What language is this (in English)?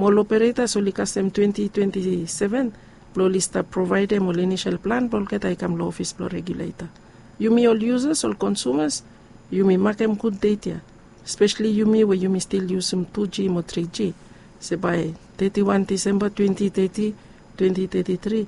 Bislama